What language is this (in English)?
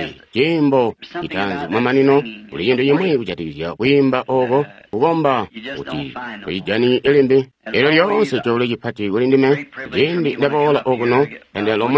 Tonga (Zambia)